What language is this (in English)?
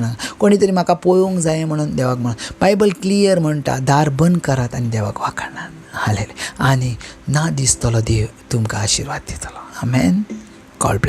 Konkani